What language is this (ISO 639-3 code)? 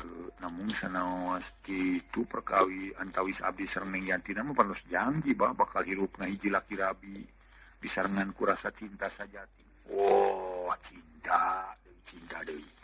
sun